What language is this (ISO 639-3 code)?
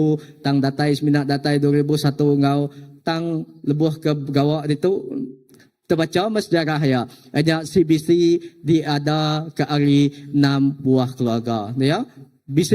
iba